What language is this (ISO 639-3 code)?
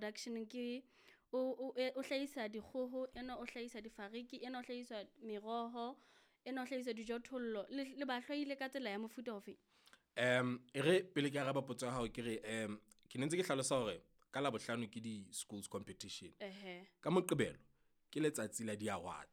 sot